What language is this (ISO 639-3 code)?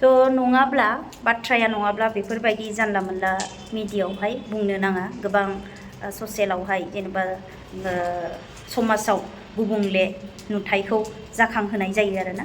brx